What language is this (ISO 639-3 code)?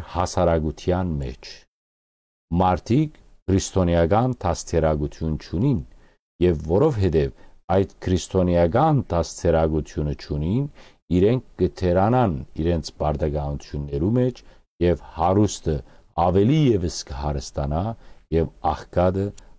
hyw